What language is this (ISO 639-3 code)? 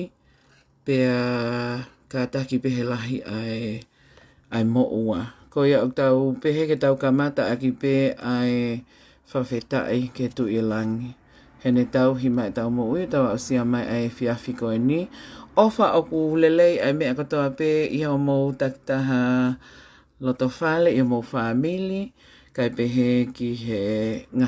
ton